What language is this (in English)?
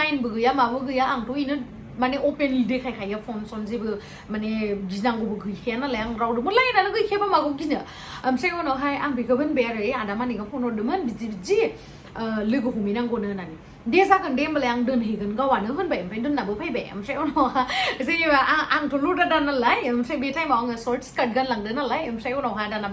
Bodo